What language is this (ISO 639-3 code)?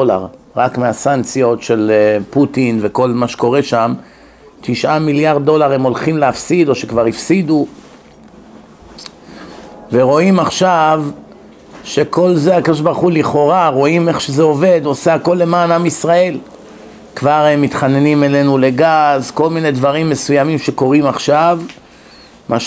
heb